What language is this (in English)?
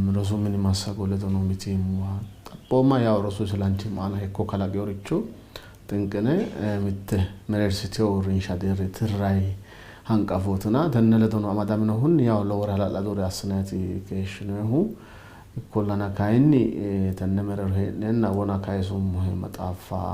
Sidamo